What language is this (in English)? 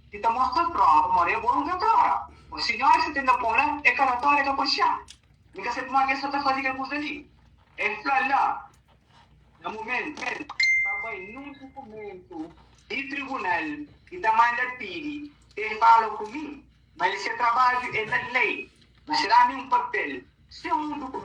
Kabuverdianu